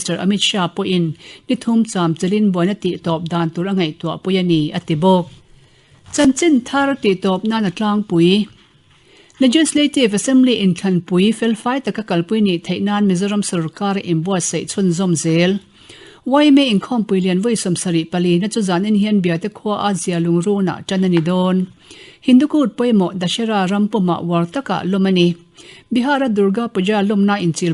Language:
Mizo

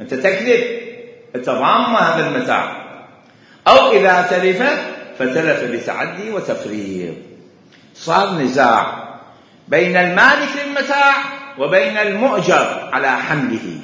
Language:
Mesopotamian Arabic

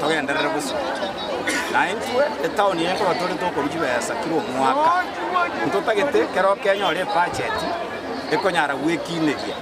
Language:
Gusii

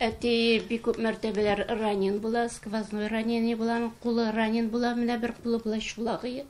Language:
Tatar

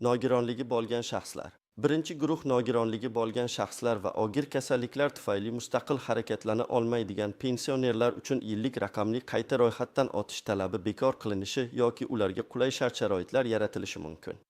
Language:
Uzbek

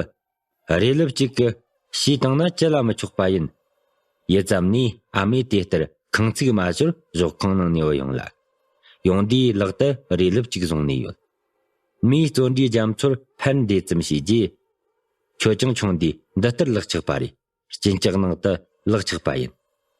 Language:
Tibetan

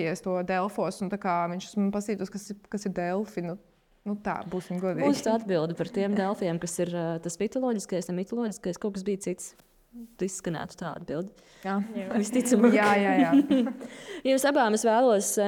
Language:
Latvian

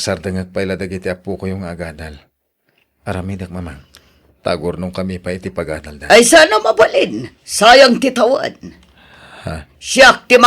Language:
Iloko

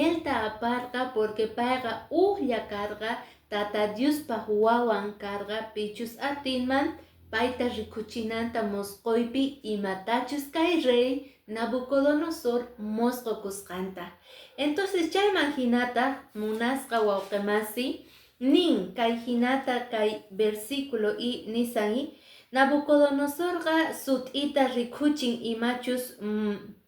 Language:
Quechua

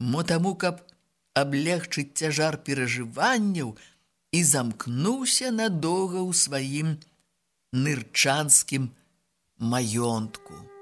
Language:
Belarusian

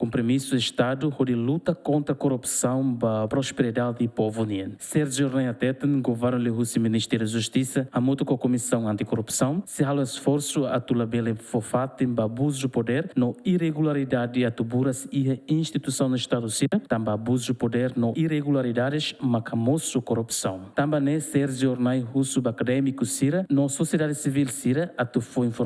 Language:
Tetum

